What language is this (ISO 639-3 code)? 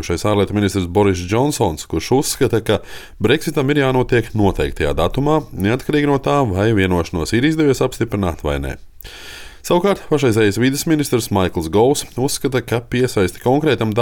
lav